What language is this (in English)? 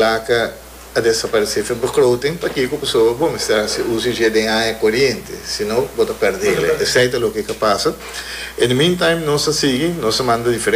Papiamento